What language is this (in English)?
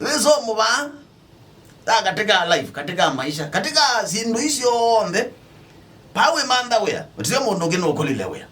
Kamba